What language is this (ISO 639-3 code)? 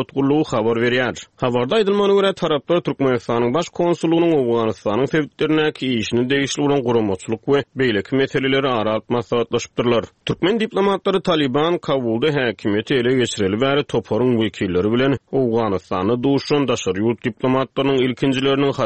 tuk